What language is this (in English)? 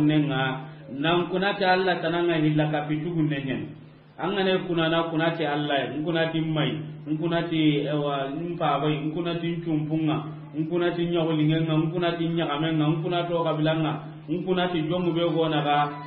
Soninke